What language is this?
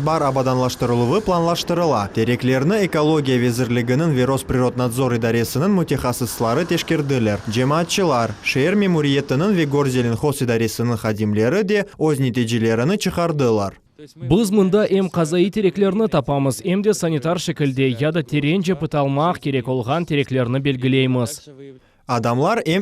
Crimean Tatar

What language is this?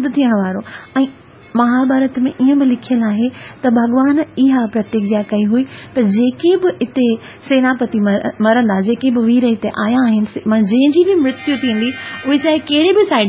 Sindhi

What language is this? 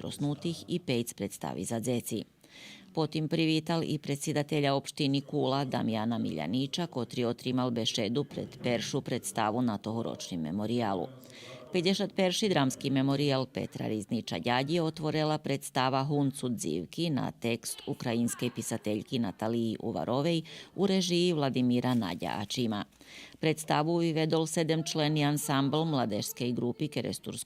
Rusyn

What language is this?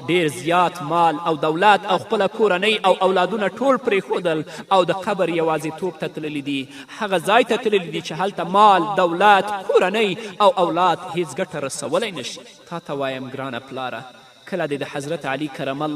Pashto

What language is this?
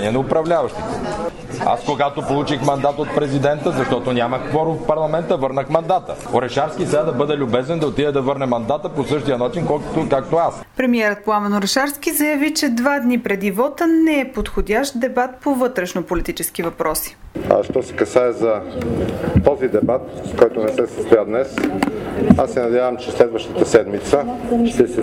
Bulgarian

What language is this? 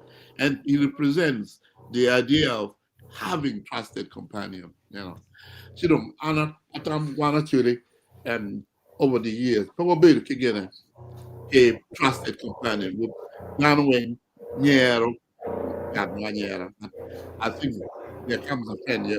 Acoli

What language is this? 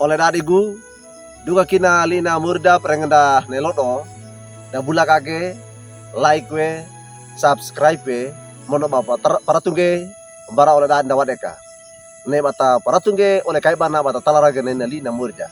Wejewa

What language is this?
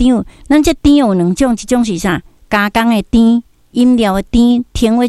Min Nan Chinese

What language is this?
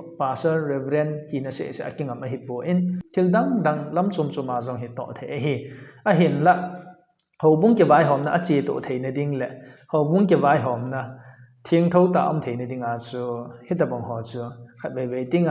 Thado Chin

